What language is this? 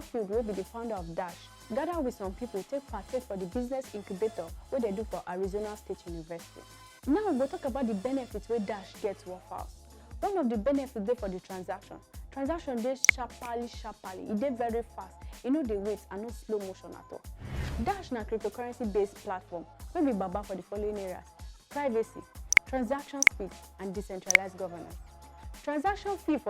Nigerian Pidgin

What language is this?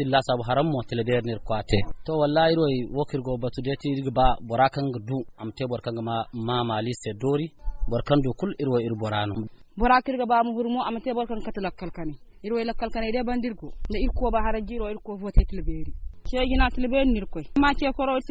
Zarma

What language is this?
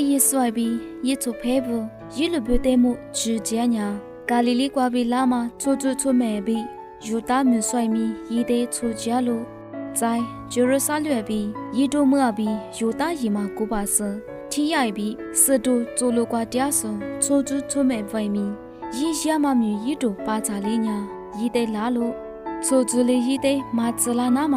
Lisu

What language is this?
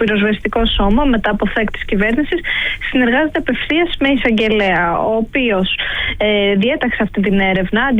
Greek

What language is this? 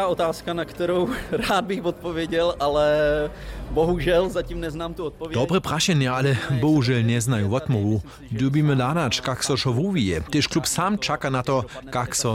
Upper Sorbian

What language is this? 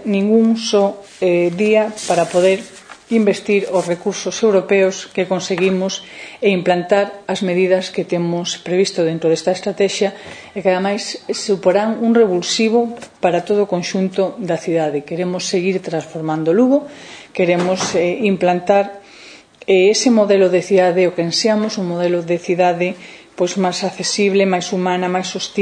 Galician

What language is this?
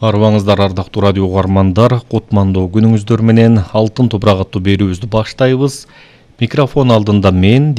Kyrgyz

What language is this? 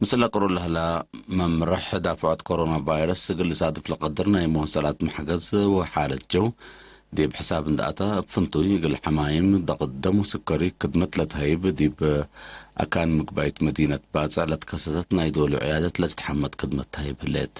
Tigre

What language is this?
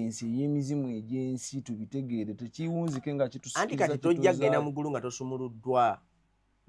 Ganda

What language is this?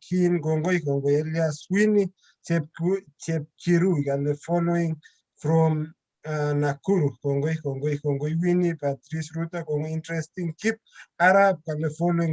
Kalenjin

